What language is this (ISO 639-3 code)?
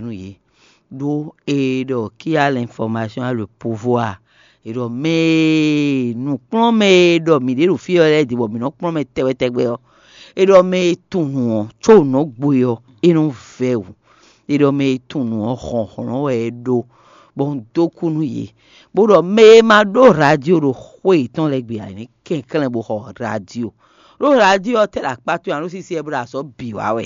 fon